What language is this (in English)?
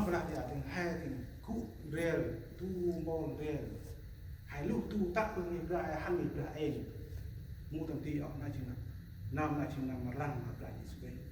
Central Mnong